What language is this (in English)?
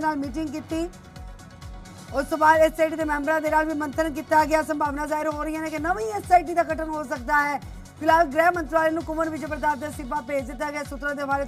Punjabi